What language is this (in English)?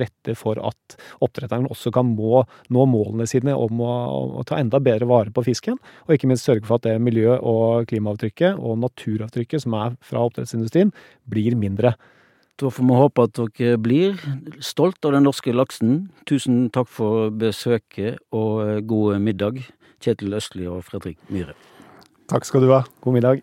Norwegian